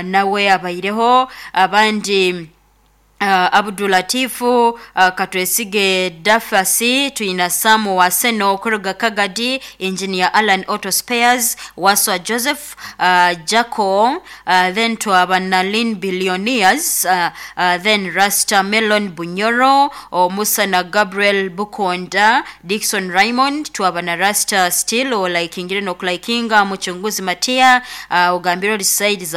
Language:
Nyoro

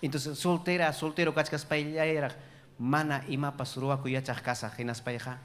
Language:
Ayacucho Quechua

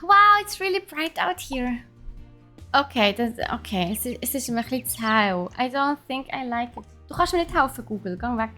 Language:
Swiss German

